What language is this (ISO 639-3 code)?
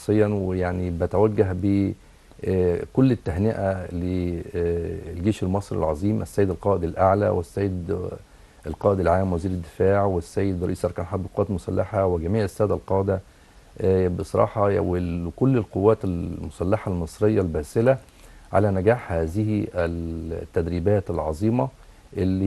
arz